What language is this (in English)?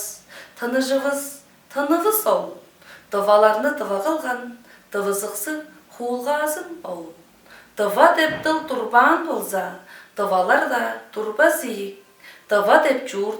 Tuvinian